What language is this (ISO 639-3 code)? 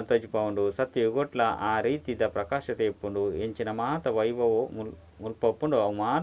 tcy